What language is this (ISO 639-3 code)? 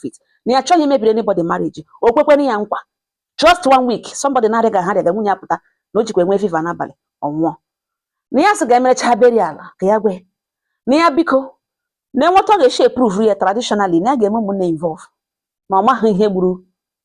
ibo